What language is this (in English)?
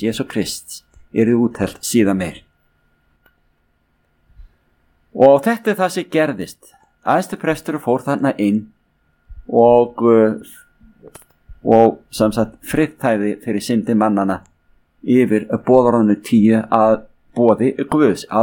Icelandic